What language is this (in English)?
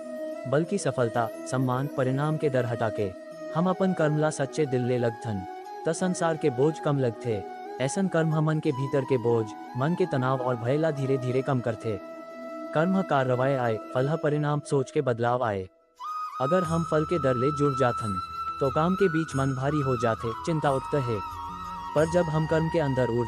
Chhattisgarhi